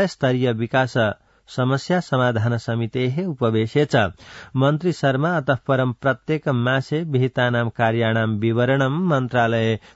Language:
Sanskrit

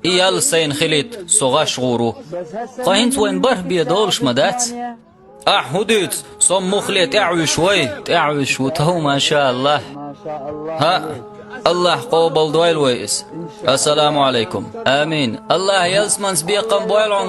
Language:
Chechen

